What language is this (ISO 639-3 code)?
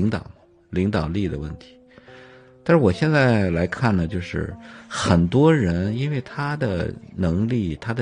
zho